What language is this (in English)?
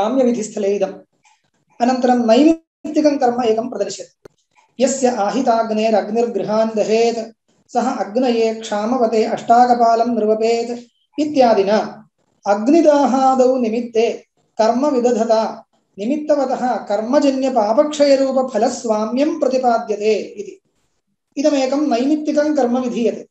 Sanskrit